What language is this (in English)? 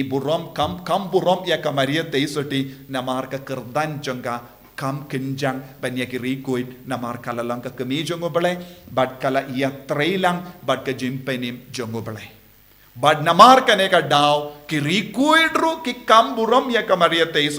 Khasi